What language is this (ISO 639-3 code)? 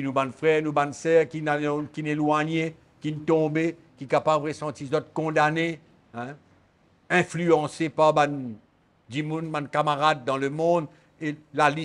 mfe